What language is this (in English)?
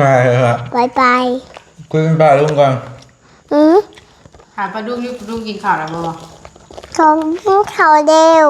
Northeastern Thai